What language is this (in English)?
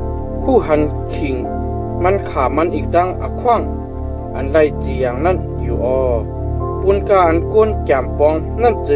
Shan